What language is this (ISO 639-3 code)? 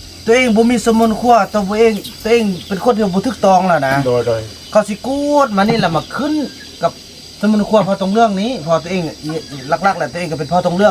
tts